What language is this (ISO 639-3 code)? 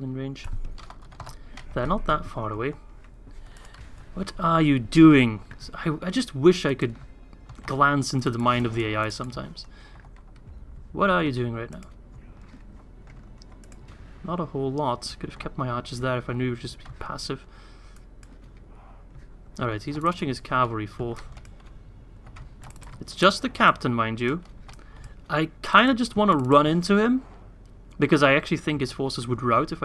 eng